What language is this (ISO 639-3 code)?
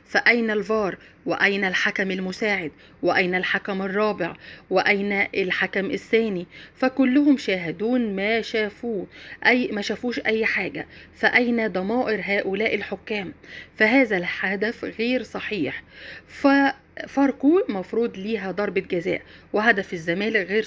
arz